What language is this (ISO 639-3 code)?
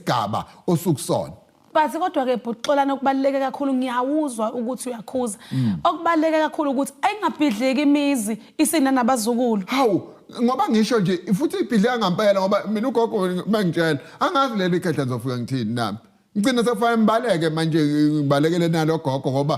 zul